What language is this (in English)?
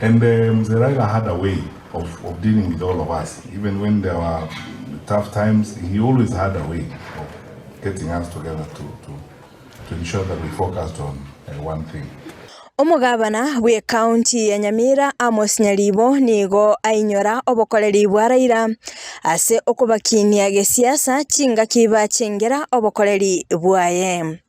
Gusii